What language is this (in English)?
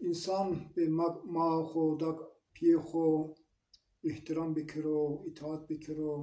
Zaza